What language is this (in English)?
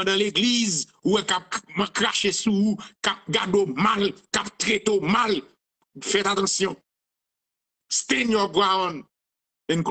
French